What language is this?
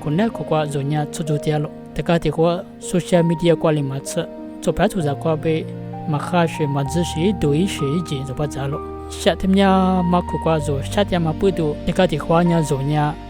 Lisu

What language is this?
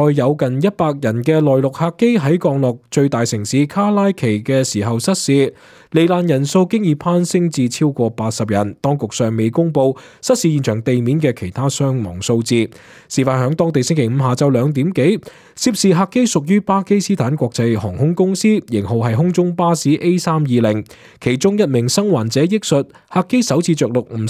Cantonese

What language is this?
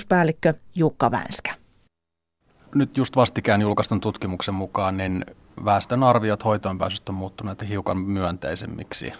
Finnish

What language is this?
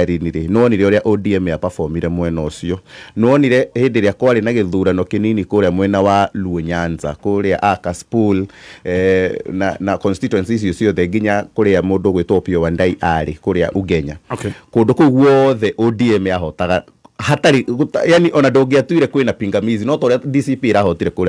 Kikuyu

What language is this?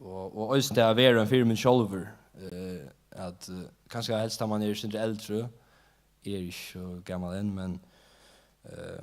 Faroese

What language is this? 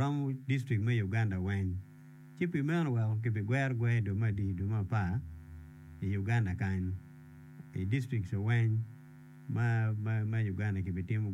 Acoli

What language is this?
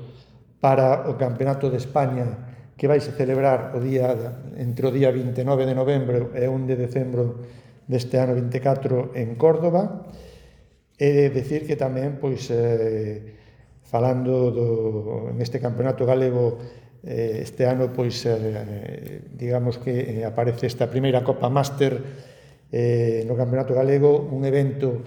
Galician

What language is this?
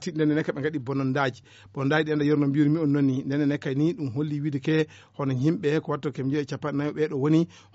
Fula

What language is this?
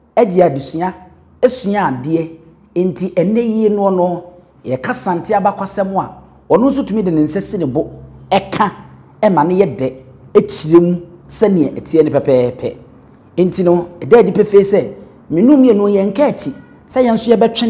Akan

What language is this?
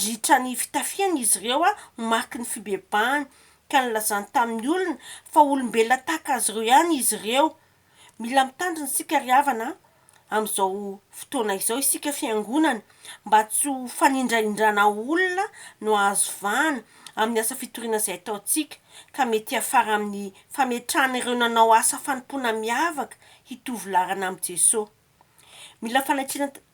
Malagasy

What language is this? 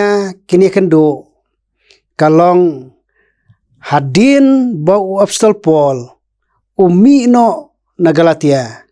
Khasi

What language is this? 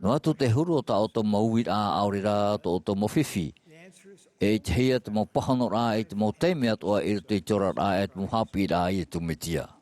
Tahitian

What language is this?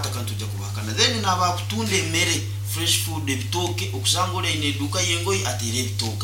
Nyoro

